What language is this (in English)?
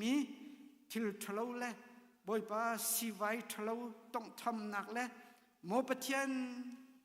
Hakha Chin